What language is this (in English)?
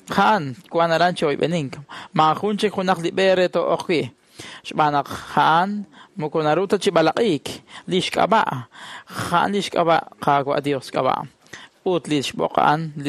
Kekchí